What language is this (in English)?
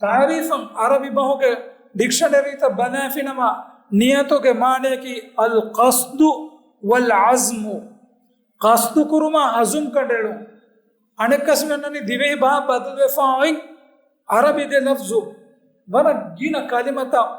Divehi